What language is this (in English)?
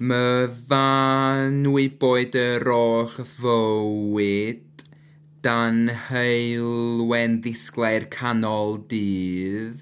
Welsh